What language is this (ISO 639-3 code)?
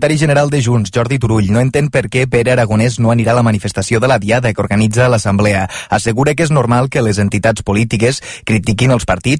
cat